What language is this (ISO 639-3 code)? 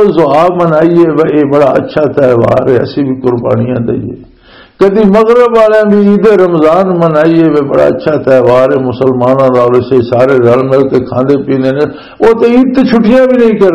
lah